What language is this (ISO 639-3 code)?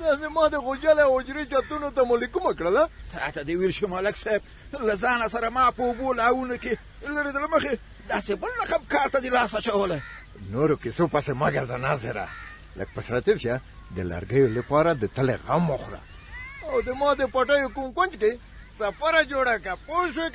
pus